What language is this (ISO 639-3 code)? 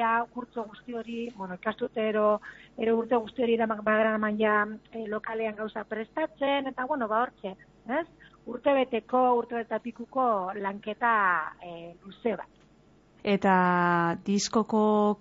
eus